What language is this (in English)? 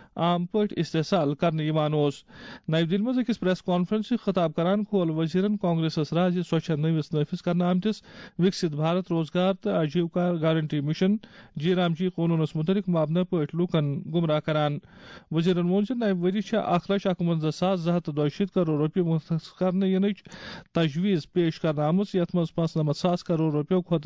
Kashmiri